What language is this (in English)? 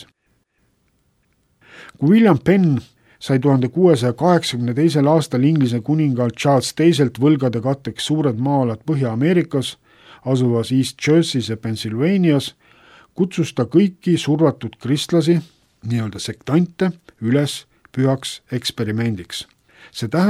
Estonian